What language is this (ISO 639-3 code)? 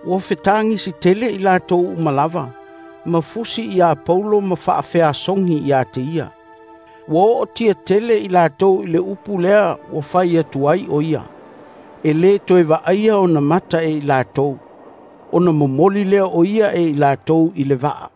smo